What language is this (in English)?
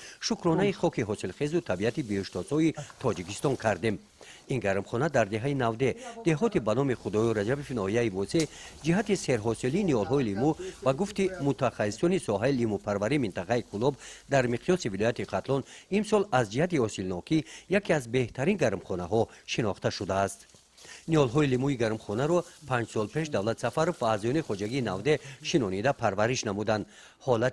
Tajik